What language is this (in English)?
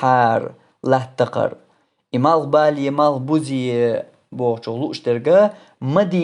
Chechen